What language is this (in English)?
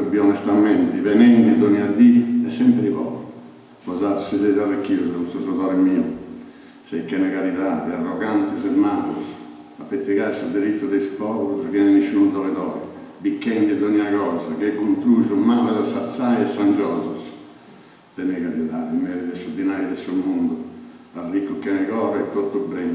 Sardinian